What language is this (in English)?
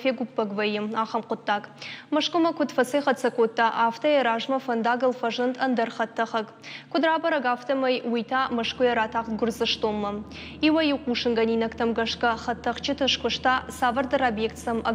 Ossetic